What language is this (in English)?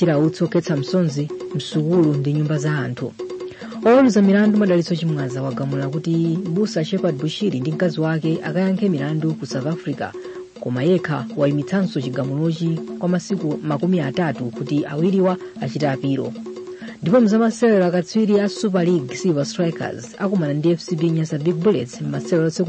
Nyanja